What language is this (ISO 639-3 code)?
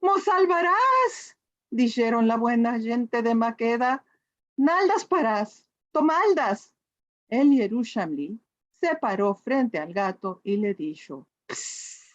lad